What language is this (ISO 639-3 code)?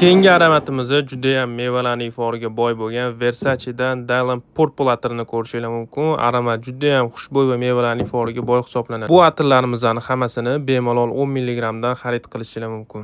uzb